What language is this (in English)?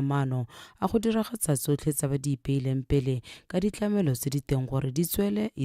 Tswana